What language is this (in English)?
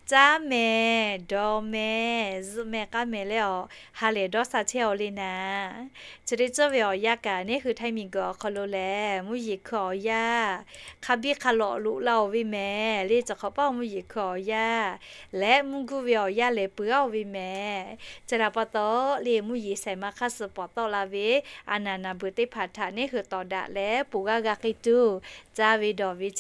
Lahu